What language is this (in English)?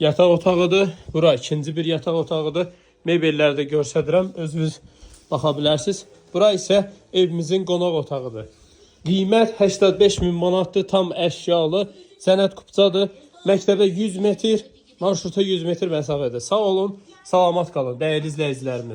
Azerbaijani